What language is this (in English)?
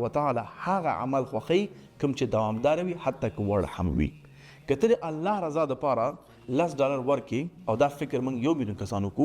Pashto